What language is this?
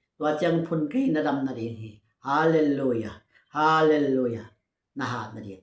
Tedim Chin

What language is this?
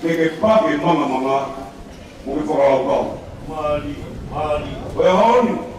Tongan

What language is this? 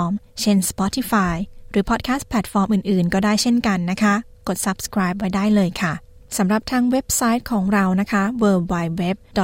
Thai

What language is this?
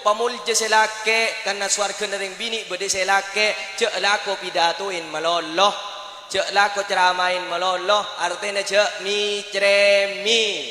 Madurese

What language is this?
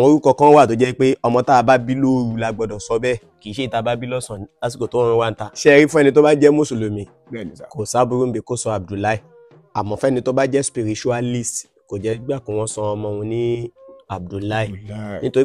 Yoruba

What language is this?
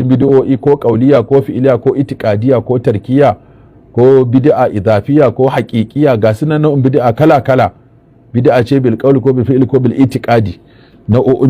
Hausa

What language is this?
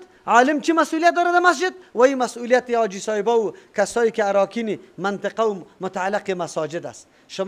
Persian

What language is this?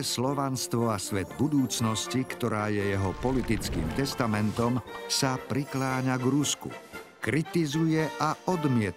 Slovak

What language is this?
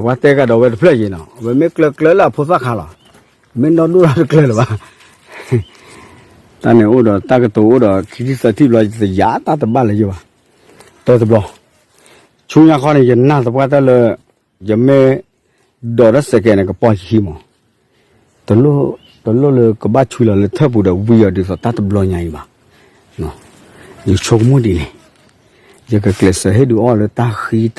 S'gaw Karen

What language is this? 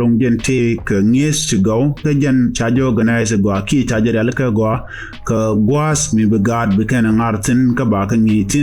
Nuer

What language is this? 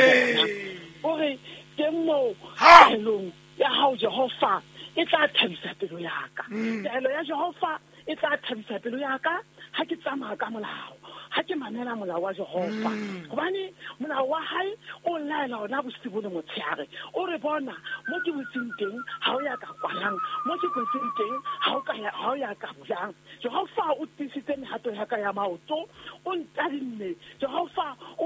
Southern Sotho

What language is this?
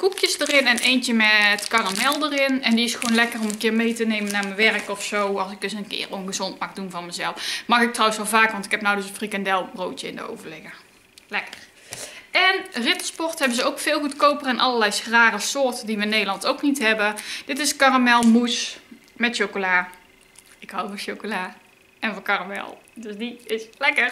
Dutch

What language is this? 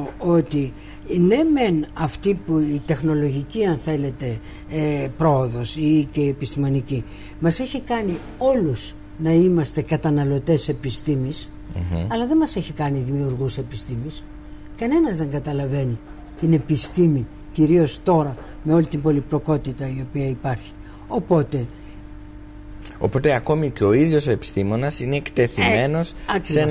Greek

